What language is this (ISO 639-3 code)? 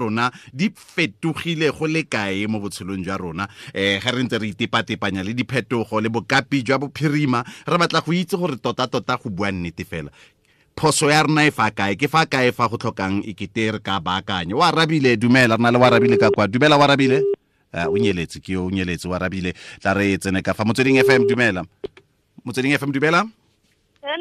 tsn